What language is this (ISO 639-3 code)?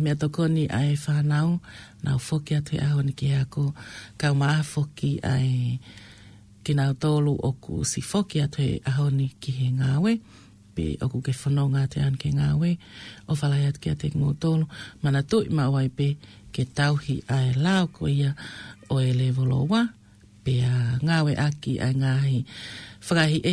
ton